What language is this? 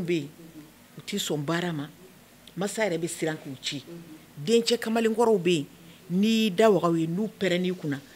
Bambara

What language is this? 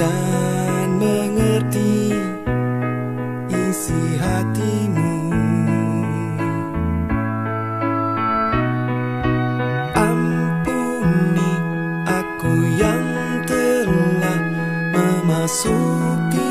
Indonesian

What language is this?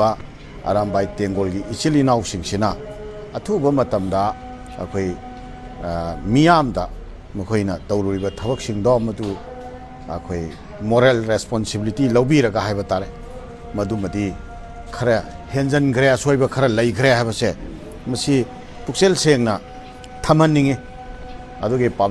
Manipuri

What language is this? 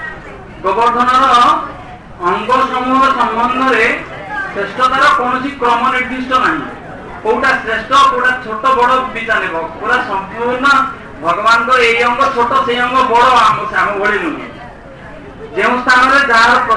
Odia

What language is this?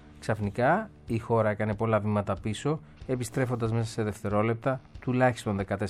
Greek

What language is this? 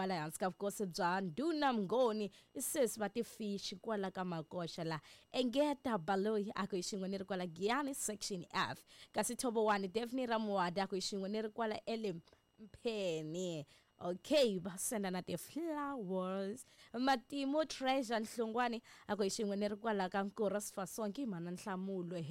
Tsonga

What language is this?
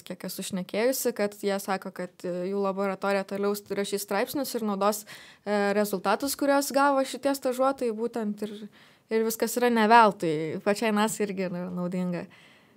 Lithuanian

